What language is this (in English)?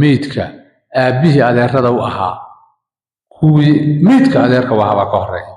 Somali